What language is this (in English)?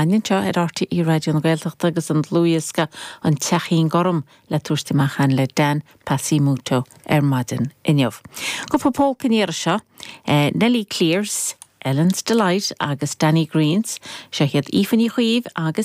Irish